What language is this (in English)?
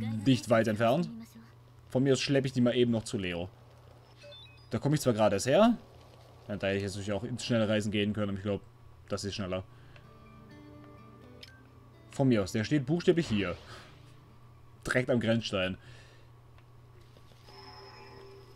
German